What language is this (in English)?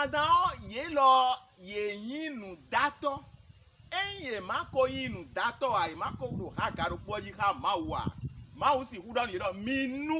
Fon